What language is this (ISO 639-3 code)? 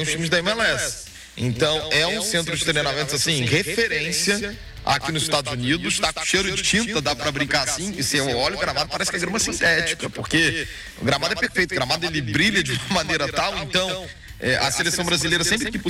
por